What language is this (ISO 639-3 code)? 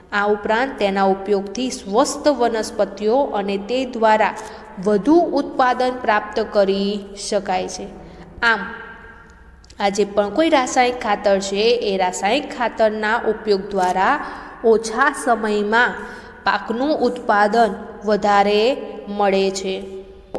guj